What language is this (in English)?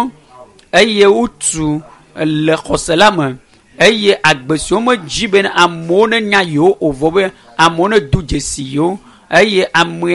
Ewe